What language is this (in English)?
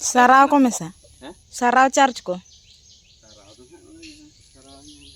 Santali